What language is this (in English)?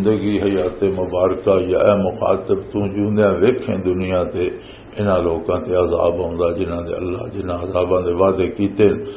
Western Panjabi